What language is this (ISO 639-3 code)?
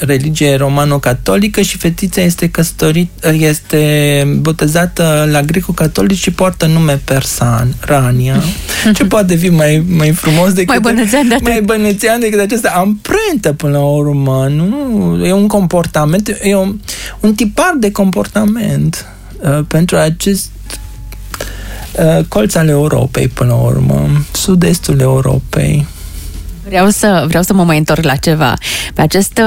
ron